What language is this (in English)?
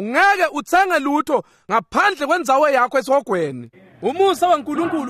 Swati